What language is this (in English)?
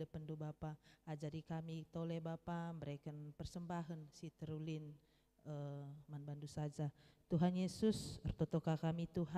Batak Karo